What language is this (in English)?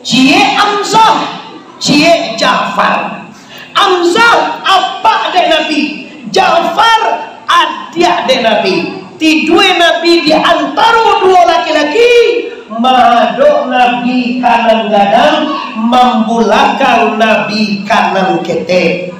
Minangkabau